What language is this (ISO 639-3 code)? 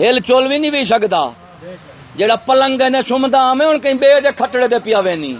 skr